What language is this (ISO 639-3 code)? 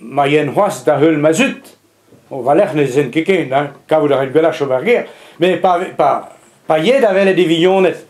bre